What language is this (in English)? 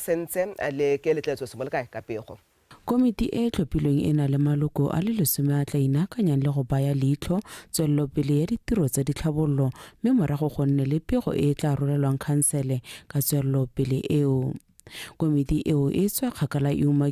Tswana